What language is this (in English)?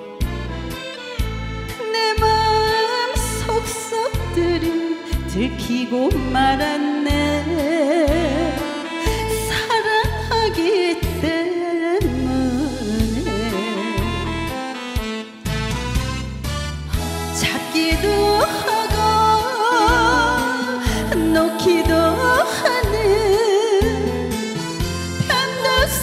Korean